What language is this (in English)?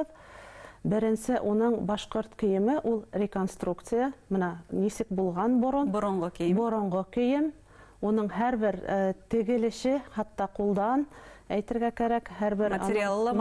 Bashkir